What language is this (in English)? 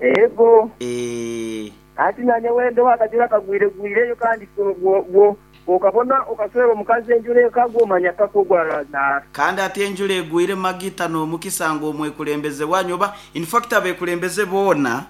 Nyoro